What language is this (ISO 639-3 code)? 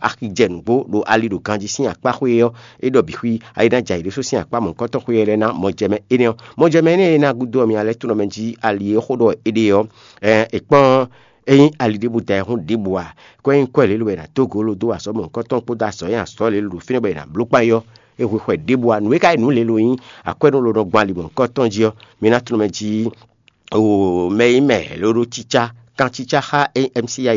fon